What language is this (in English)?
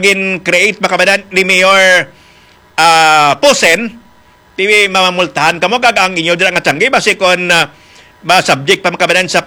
Hiligaynon